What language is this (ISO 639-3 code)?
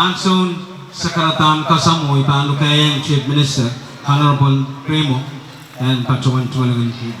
pon